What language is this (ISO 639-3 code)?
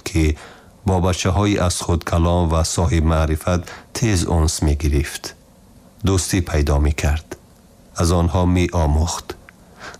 tgk